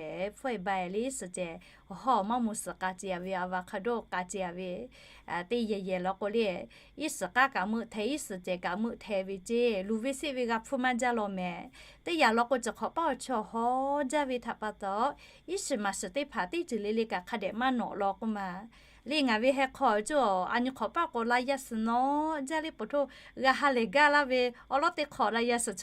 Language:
Lahu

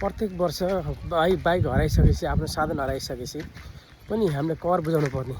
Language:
Nepali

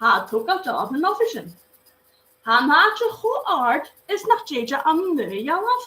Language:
Scottish Gaelic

